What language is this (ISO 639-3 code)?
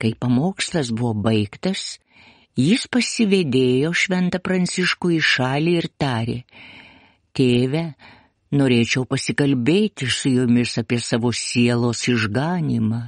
lit